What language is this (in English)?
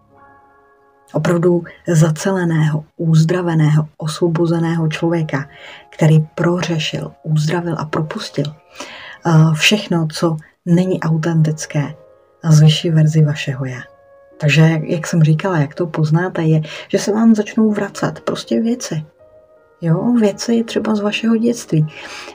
Czech